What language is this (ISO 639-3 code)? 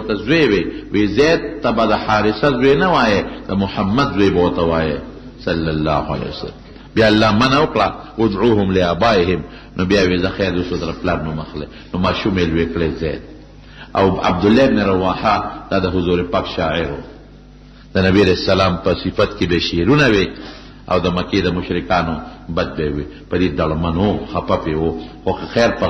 pus